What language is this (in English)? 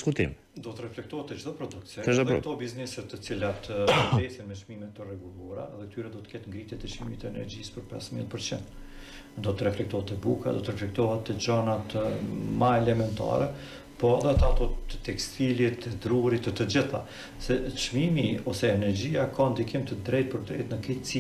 Albanian